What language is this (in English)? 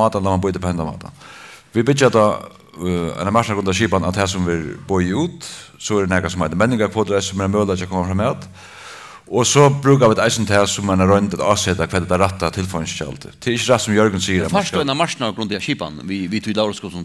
Faroese